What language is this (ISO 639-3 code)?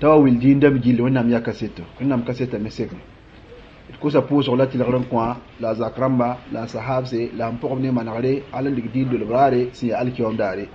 mos